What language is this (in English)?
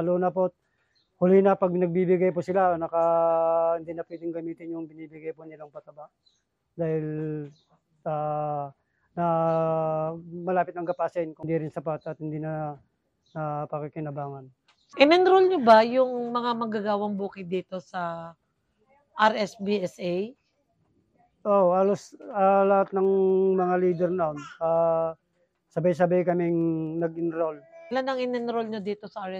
Filipino